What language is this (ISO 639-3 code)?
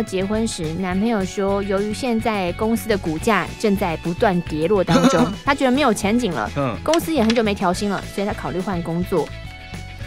zho